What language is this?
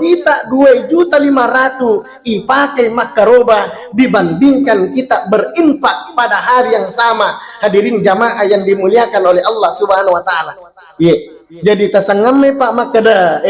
Buginese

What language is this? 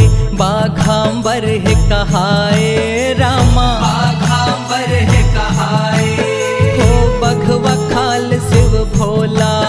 Chhattisgarhi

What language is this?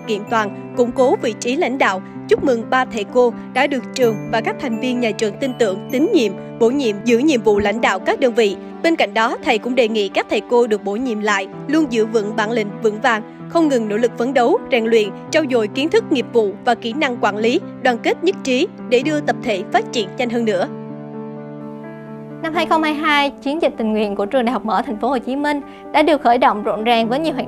Vietnamese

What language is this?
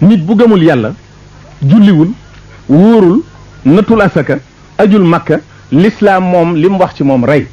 Wolof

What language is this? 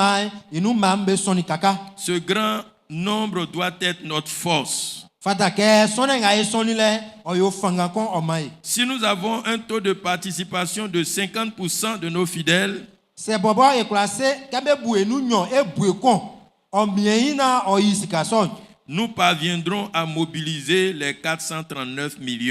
Baoulé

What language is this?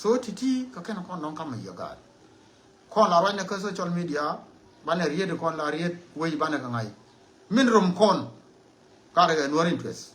Nuer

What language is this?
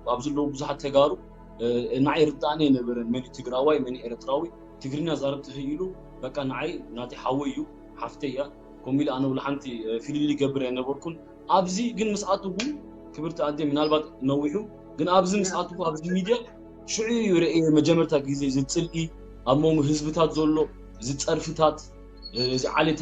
Tigrinya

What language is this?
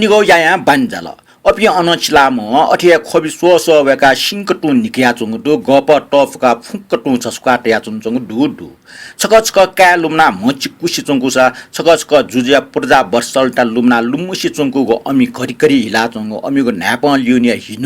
Newari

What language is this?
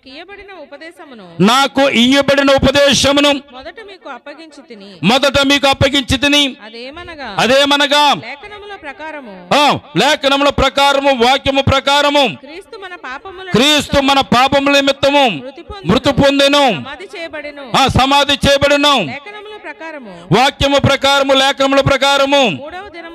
Telugu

